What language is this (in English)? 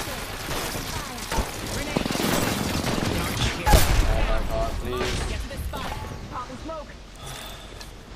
English